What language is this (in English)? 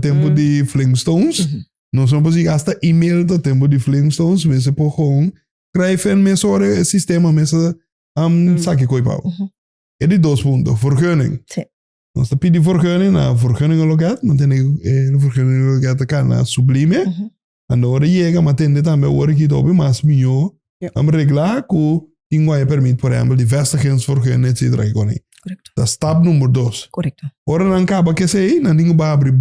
Papiamento